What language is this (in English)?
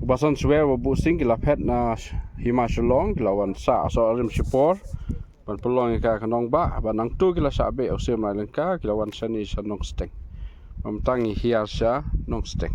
Khasi